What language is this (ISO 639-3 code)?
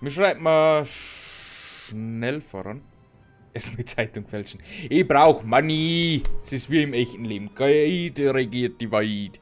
bar